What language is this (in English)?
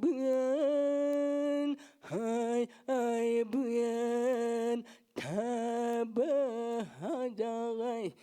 Yakut